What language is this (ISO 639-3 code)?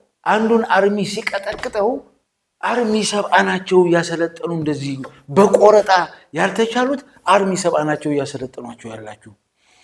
amh